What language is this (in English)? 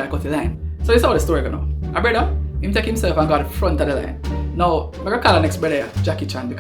Jamaican Creole English